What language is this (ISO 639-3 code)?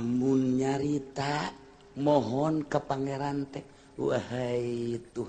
sun